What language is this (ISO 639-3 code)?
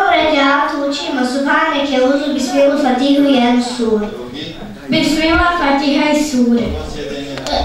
bos